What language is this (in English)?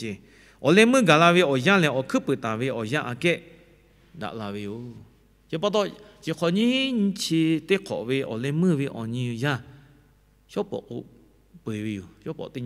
Lahu